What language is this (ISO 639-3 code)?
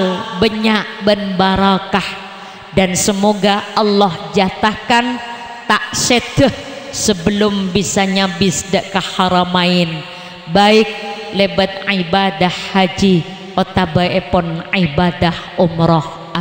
mad